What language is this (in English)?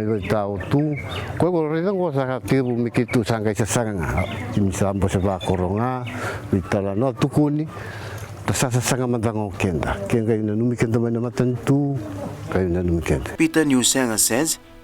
Fijian